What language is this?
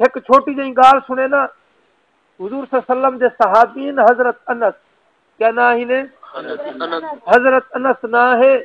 Saraiki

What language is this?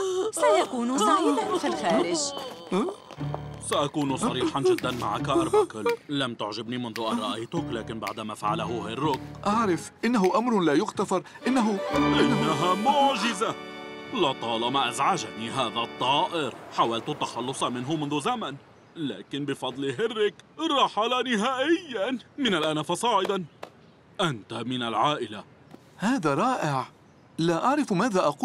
Arabic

